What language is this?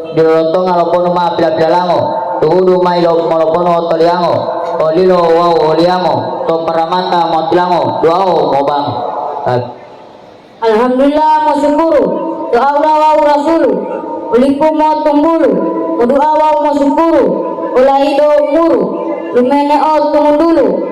Gorontalo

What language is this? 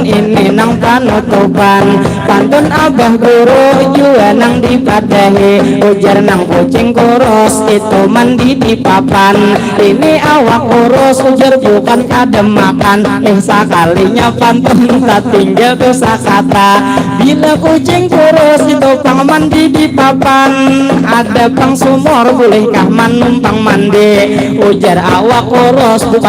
Banjar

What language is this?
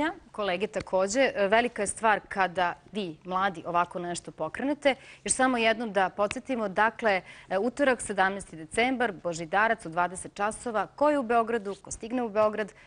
Serbian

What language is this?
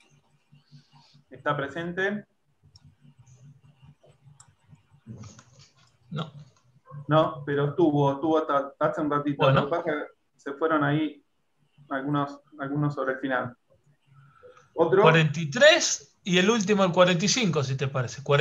Spanish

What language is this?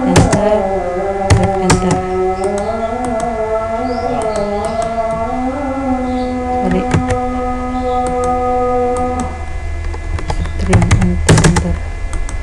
Indonesian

